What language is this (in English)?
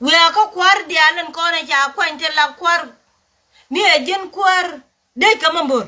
Nuer